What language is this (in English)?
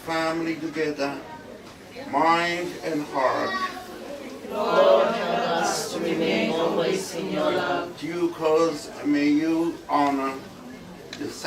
Tongan